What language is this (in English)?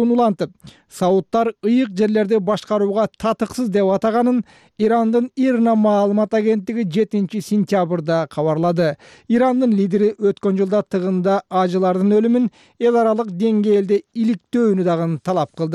Kyrgyz